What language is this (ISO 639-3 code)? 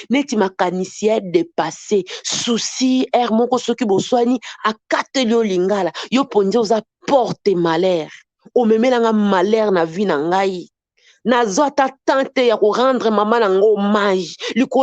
lin